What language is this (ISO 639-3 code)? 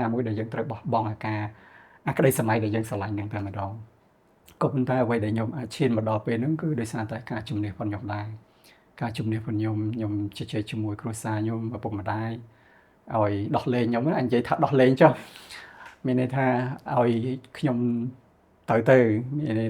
khm